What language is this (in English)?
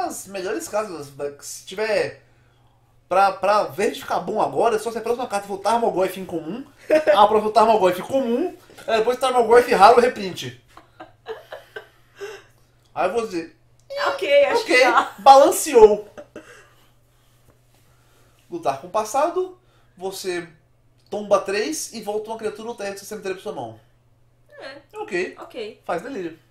Portuguese